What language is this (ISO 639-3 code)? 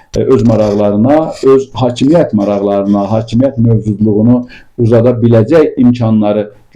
aze